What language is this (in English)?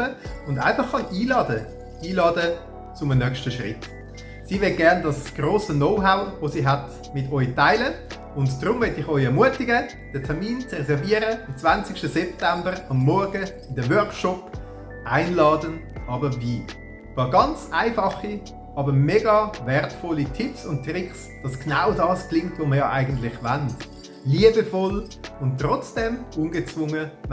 Swiss German